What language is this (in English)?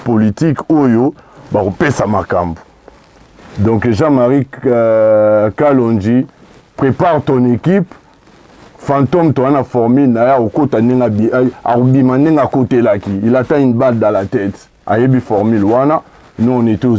Lingala